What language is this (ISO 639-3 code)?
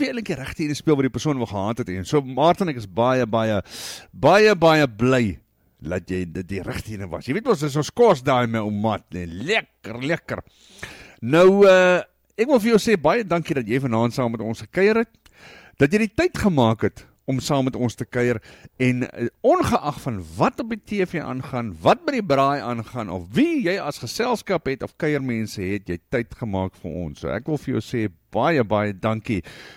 afr